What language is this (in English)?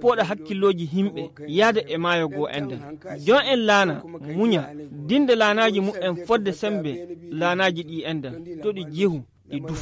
Nigerian Fulfulde